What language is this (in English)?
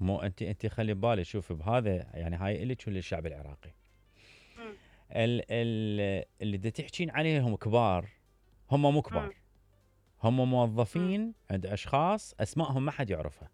Mesopotamian Arabic